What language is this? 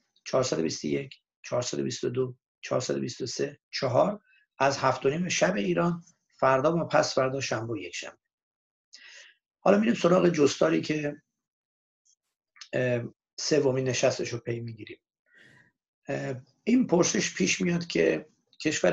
Persian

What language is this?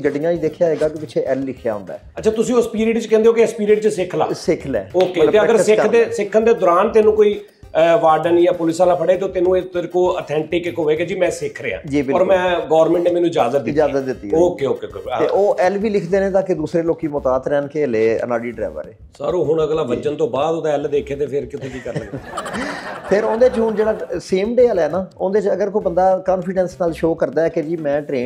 Punjabi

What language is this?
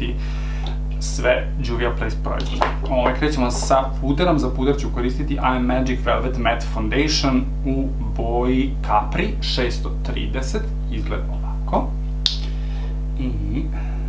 Serbian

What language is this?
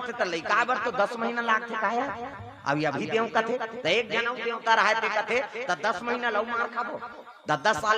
Chhattisgarhi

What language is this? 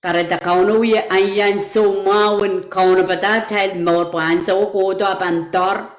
Pohnpeian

